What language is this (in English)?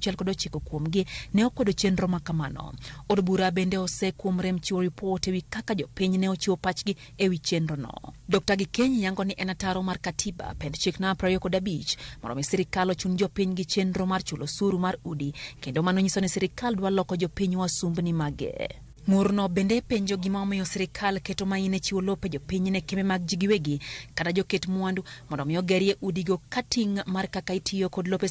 Luo (Kenya and Tanzania)